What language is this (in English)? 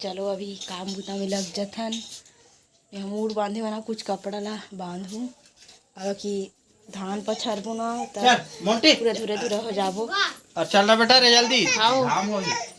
Chhattisgarhi